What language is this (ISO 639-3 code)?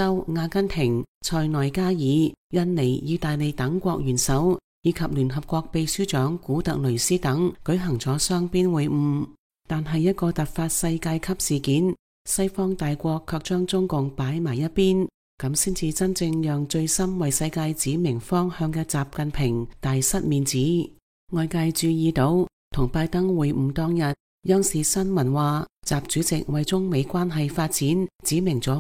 yue